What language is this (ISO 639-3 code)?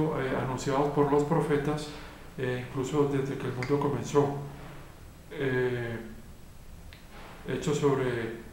spa